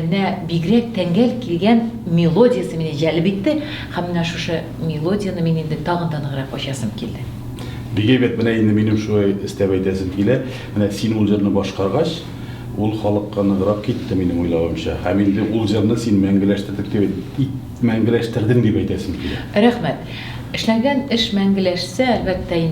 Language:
Tatar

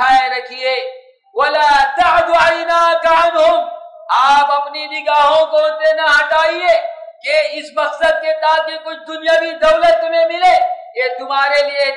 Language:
Urdu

